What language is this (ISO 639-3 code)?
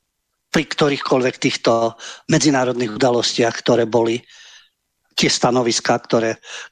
slk